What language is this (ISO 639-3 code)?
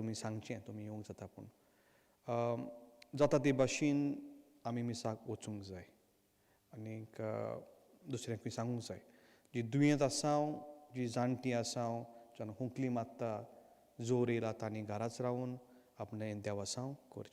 kok